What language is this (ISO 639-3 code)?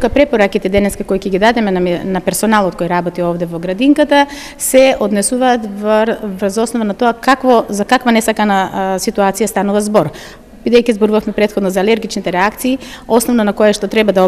mkd